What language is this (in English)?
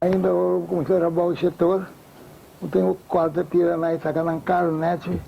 Papiamento